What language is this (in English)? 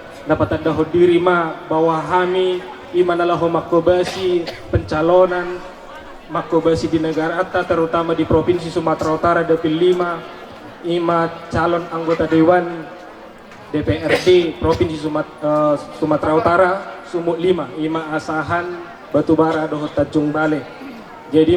Batak Toba